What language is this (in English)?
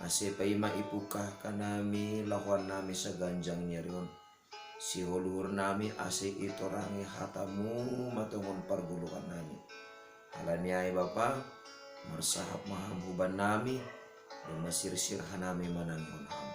Batak Simalungun